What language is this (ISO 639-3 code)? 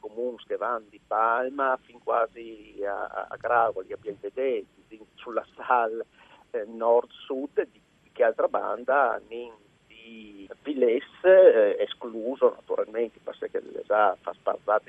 fur